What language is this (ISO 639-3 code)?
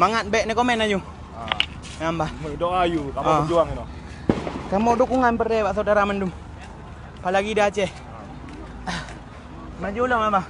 ace